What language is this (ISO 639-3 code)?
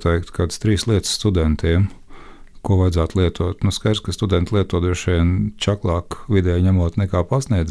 lav